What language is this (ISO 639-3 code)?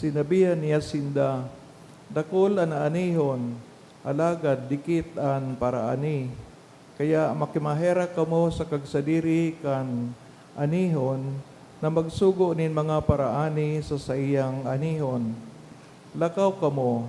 bik